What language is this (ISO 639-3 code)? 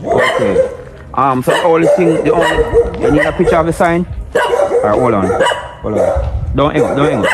jam